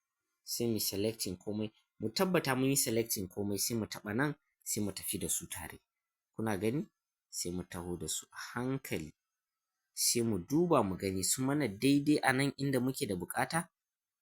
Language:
Hausa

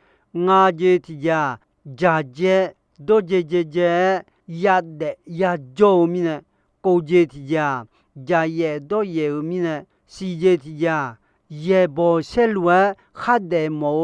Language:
Akha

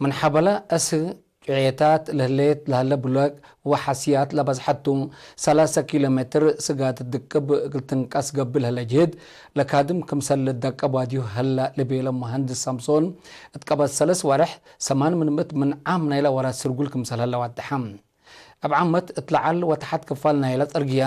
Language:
Tigre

